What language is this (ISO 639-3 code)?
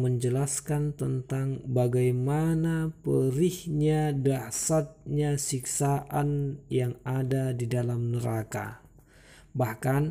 ind